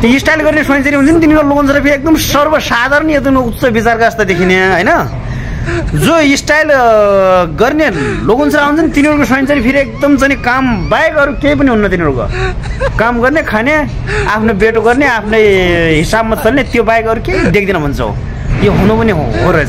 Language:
Nepali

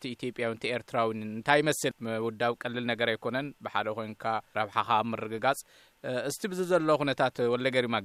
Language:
Tigrinya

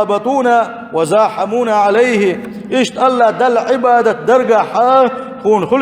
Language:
Chechen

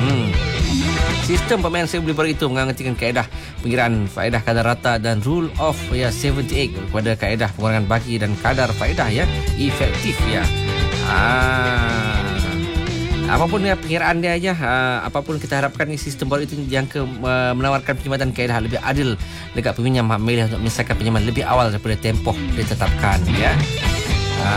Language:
Malay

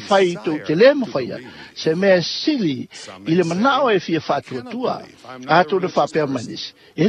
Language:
Samoan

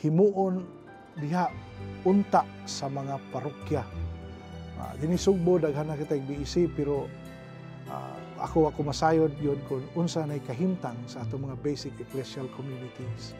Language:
Cebuano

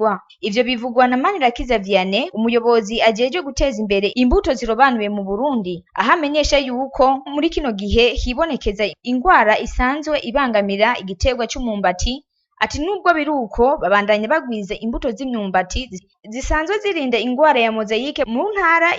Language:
Rundi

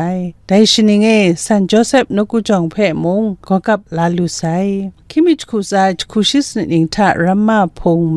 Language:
Kachin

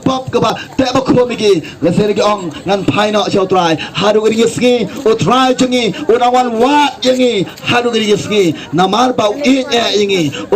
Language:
Khasi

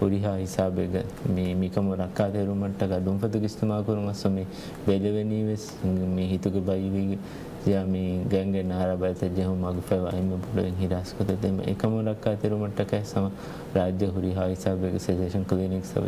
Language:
Divehi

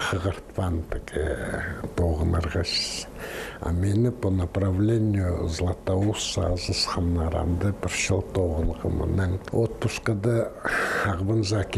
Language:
Khakas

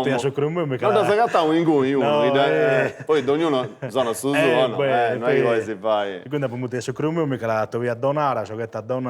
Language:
Sardinian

